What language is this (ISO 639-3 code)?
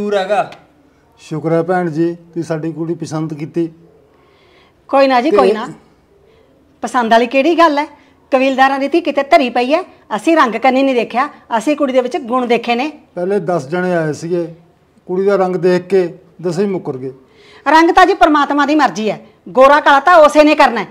pan